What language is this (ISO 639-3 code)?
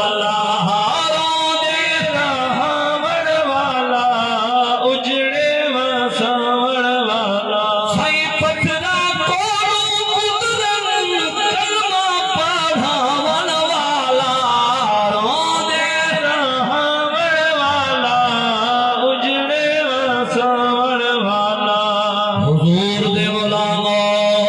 skr